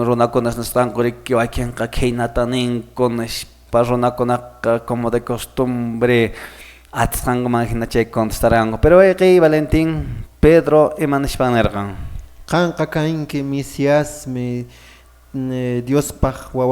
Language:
Quechua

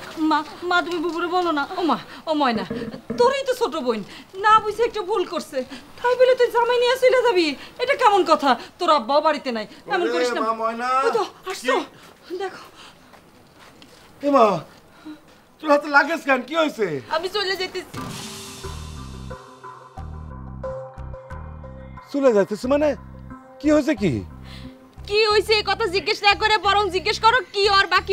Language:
Bangla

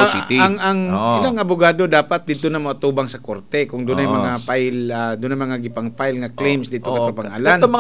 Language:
Cebuano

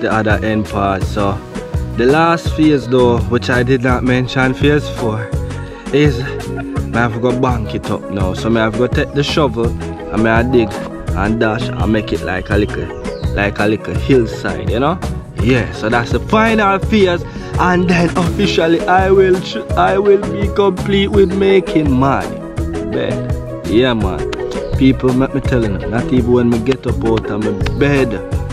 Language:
Jamaican Creole English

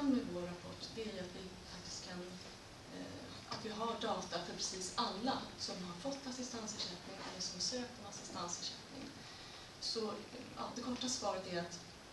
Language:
Swedish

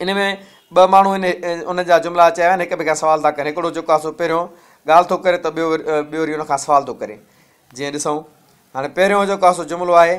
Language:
Sindhi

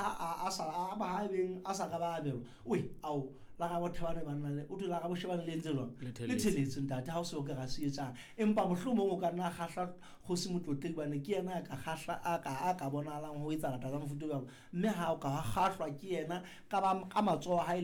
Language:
Southern Sotho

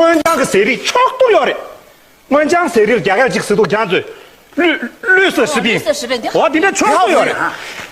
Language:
Tibetan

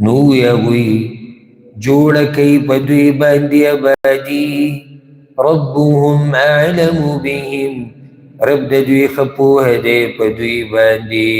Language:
Pashto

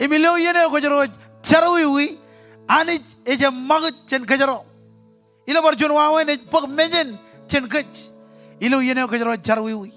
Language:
Marshallese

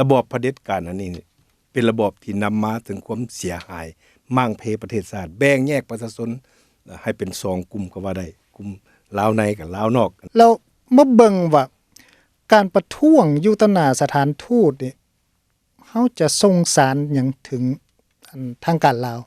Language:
Lao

